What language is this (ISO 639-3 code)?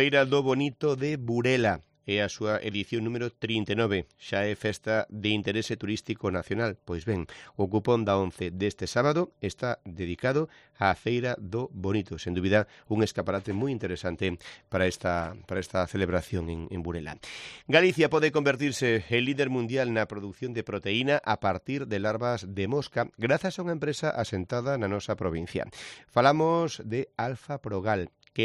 glg